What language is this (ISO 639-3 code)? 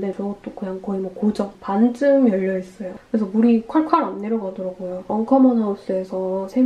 kor